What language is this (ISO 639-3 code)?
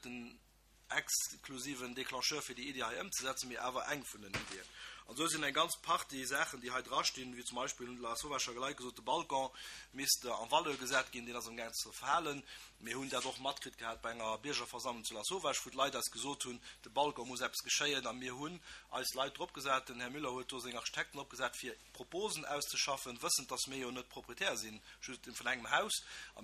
ltz